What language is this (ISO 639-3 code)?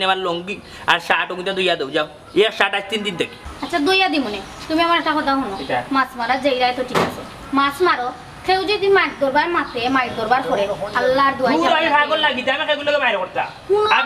syl